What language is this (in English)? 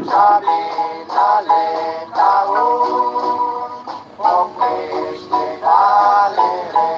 Kekchí